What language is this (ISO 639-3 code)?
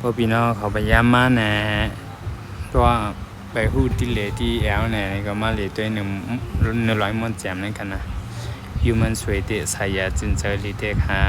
shn